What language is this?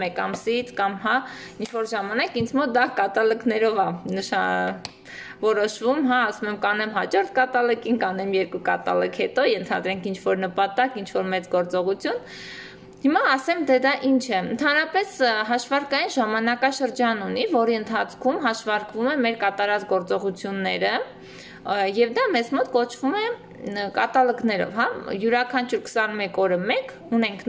Armenian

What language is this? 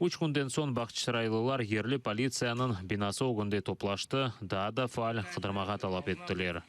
Crimean Tatar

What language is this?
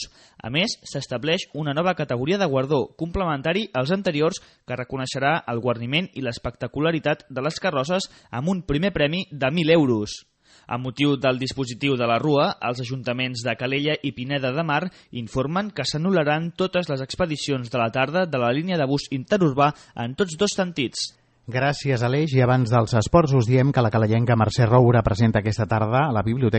Catalan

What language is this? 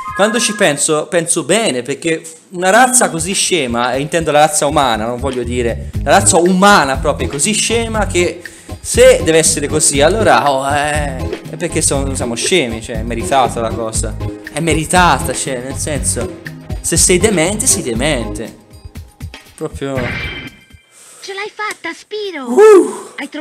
Italian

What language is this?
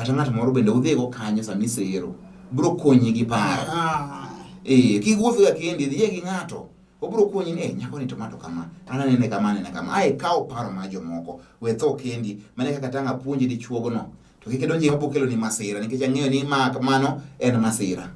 Luo (Kenya and Tanzania)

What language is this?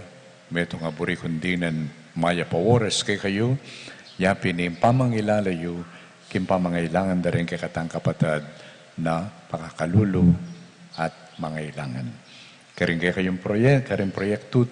Pampanga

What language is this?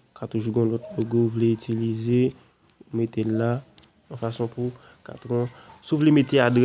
Haitian Creole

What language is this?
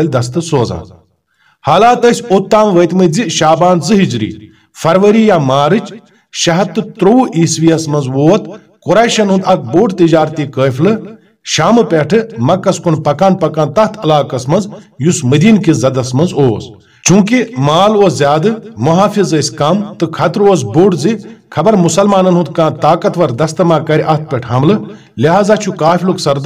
Kashmiri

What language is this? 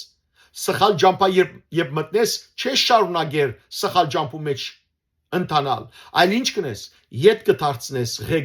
Western Armenian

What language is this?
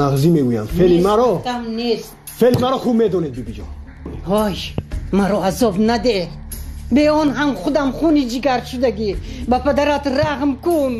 Tajik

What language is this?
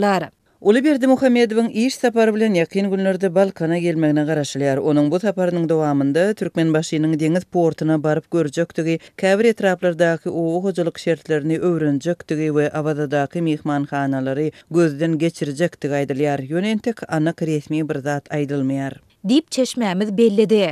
Turkmen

